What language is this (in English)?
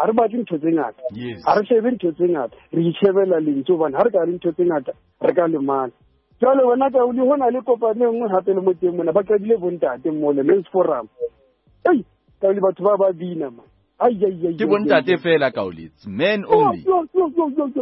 Southern Sotho